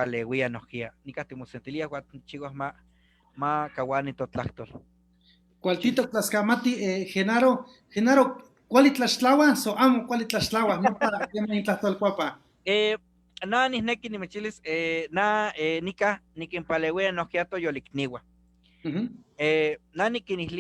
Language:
Eastern Huasteca Nahuatl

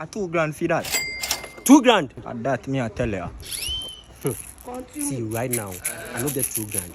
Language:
Jamaican Creole English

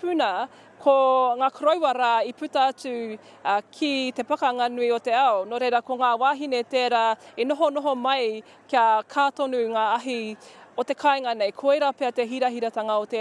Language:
Māori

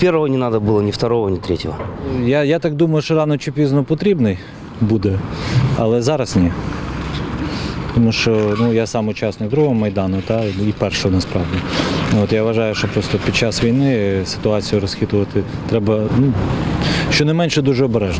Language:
Ukrainian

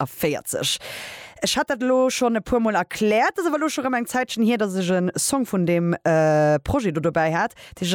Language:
Luxembourgish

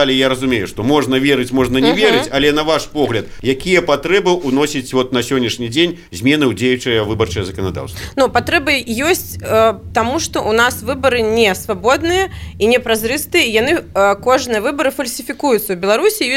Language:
Belarusian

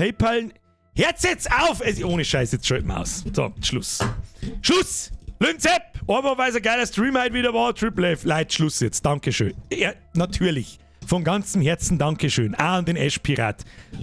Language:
Bavarian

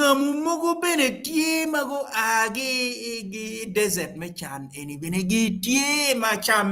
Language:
Acoli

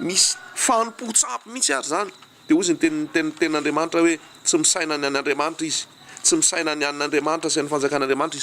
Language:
Malagasy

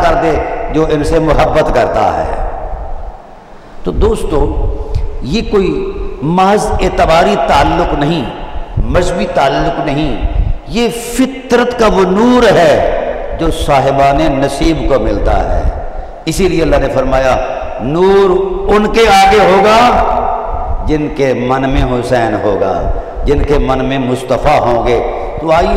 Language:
Urdu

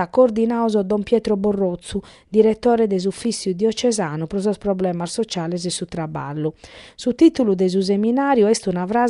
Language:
Sardinian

